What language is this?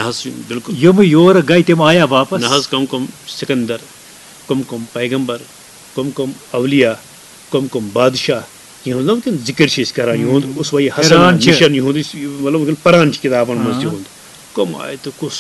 Kashmiri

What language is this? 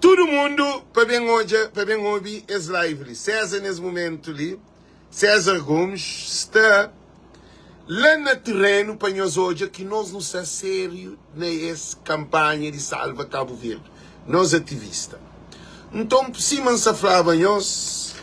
Kabuverdianu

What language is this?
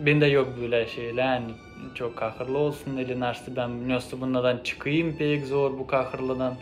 Gagauz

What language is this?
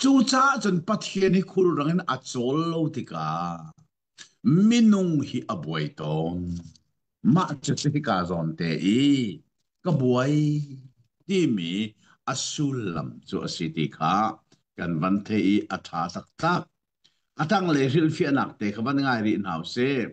Hakha Chin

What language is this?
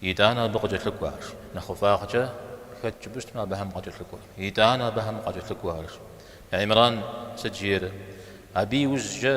Kabardian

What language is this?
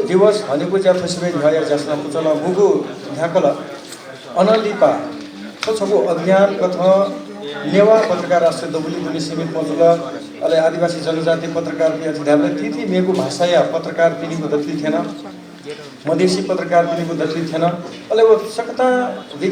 Newari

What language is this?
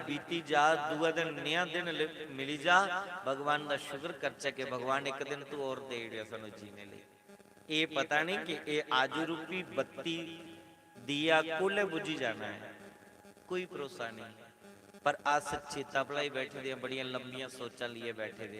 Dogri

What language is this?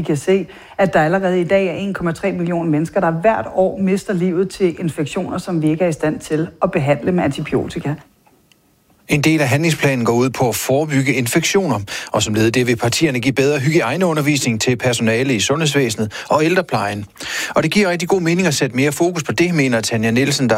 Danish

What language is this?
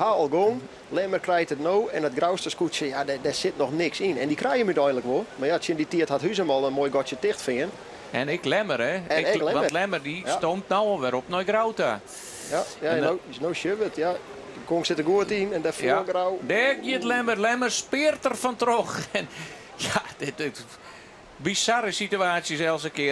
Western Frisian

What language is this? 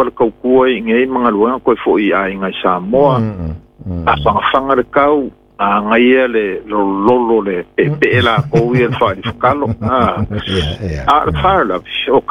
Samoan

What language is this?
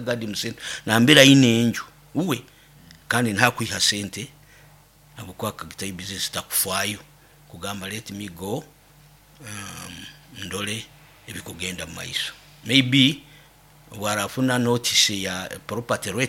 Nyoro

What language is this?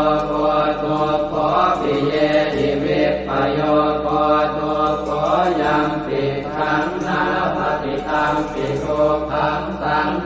Pali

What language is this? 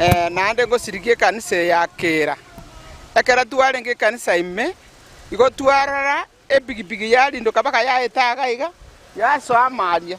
Gusii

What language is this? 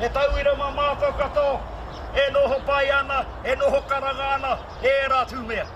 Māori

